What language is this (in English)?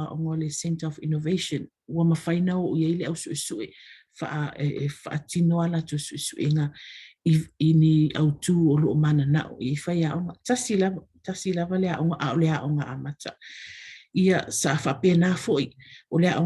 Samoan